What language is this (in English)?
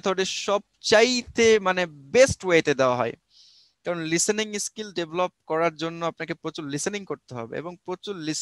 Bangla